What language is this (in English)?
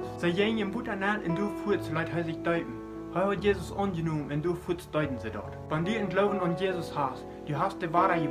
Plautdietsch